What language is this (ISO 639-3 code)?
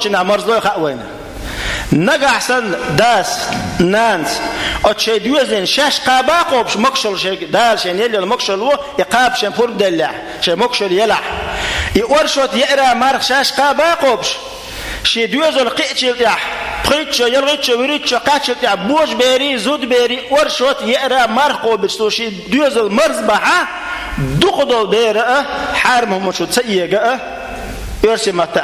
che